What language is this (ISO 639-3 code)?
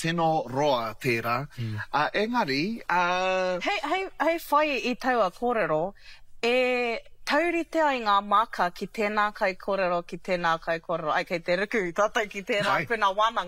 mri